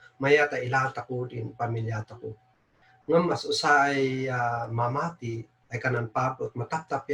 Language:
Kankanaey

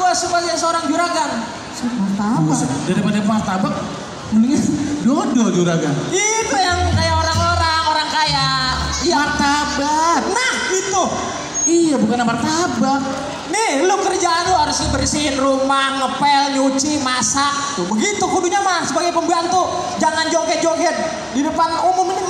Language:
Betawi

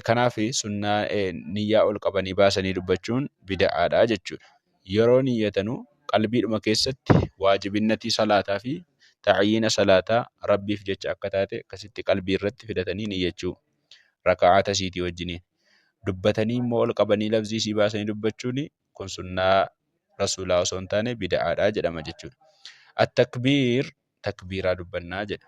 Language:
Oromo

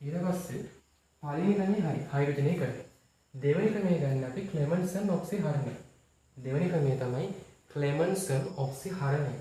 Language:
Sinhala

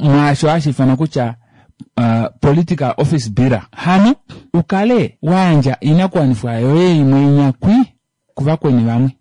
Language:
Kuanyama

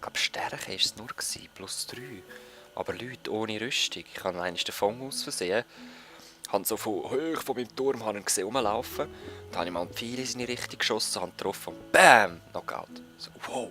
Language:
Swiss German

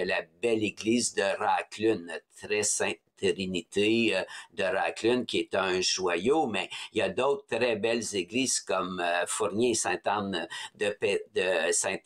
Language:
French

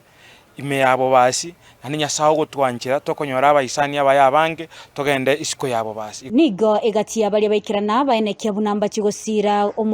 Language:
Gusii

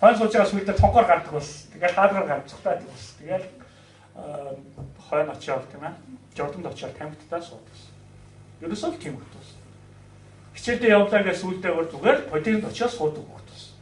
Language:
Mongolian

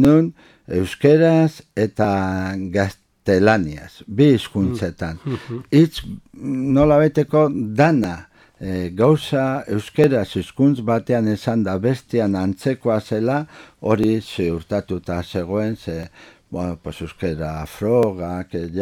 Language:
Basque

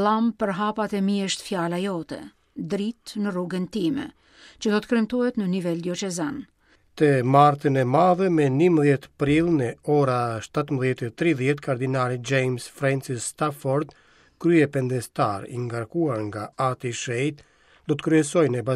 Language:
Albanian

